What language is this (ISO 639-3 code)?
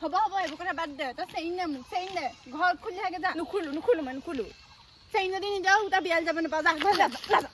asm